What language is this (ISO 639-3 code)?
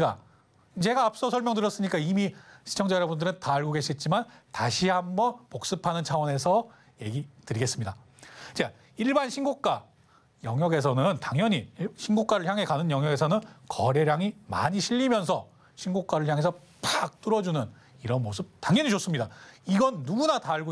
kor